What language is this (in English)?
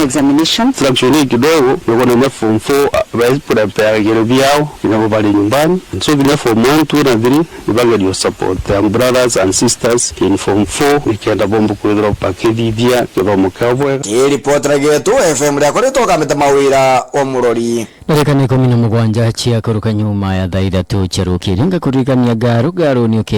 Meru